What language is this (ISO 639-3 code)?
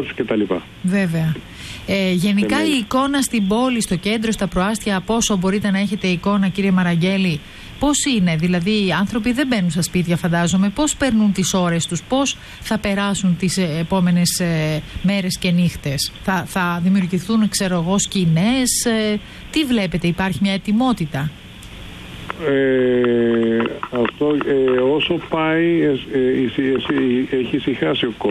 ell